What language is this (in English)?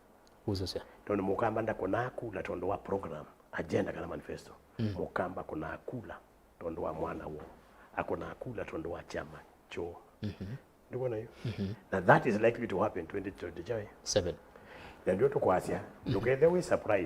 Kamba